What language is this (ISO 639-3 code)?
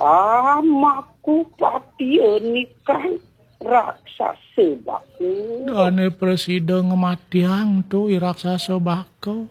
ban